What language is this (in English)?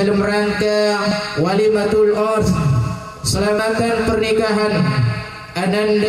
Madurese